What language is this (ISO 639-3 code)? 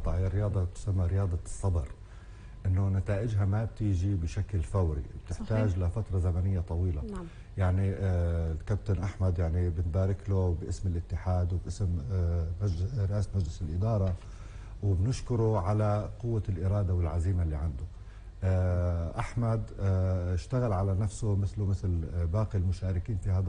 apc